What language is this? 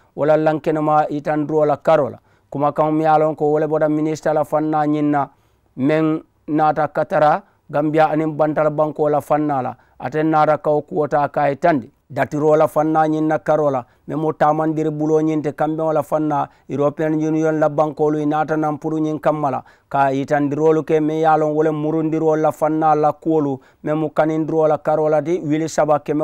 Mandingo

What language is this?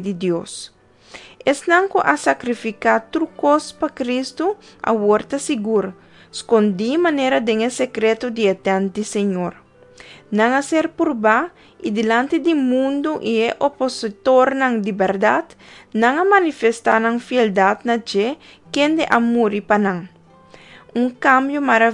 Papiamento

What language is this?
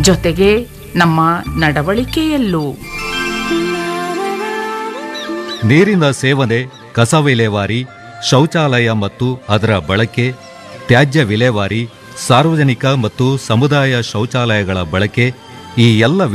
Kannada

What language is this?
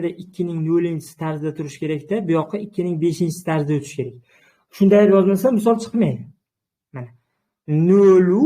Uzbek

